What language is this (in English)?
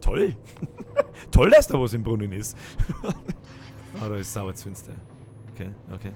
Bavarian